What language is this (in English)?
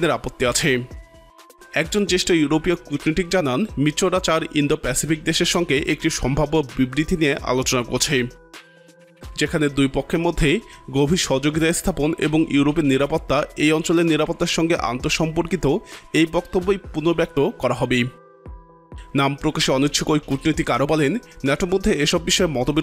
Bangla